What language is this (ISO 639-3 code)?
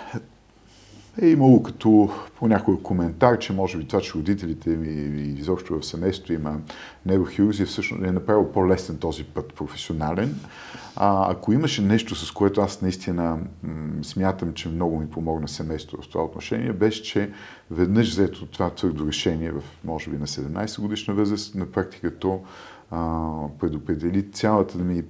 bul